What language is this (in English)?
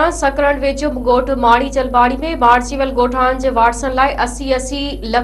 Sindhi